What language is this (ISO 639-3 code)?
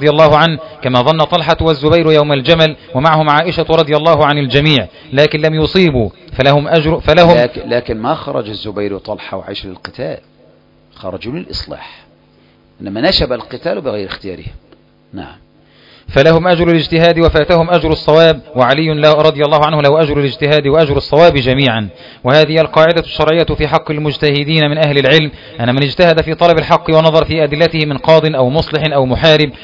ara